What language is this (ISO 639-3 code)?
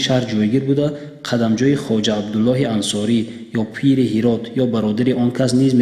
tgk